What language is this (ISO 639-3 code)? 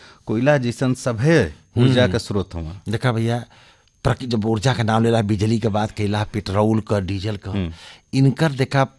bho